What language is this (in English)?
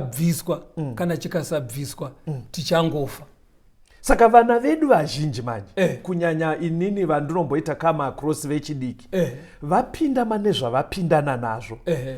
Shona